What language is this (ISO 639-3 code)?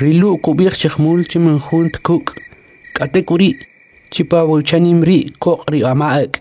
quc